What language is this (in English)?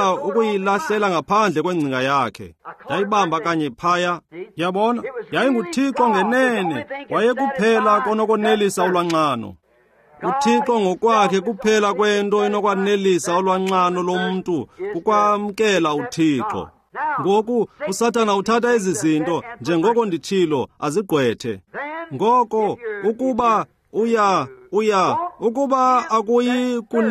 Xhosa